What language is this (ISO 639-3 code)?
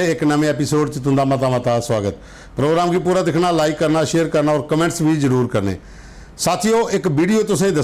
doi